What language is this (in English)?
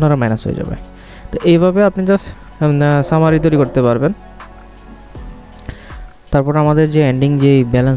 Bangla